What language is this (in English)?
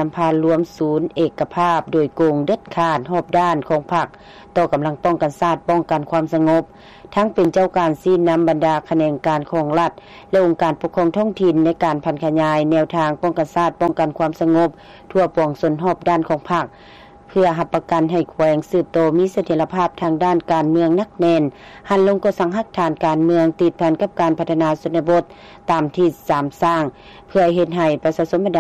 Lao